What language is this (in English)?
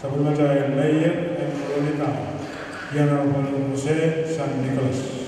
Pohnpeian